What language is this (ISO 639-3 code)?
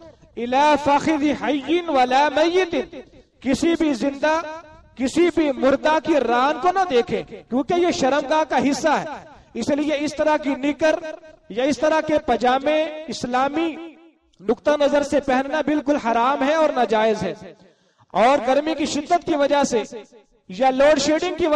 urd